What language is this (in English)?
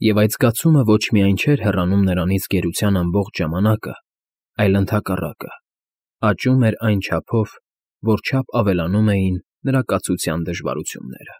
Armenian